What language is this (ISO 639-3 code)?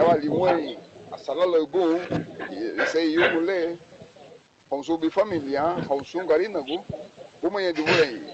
cab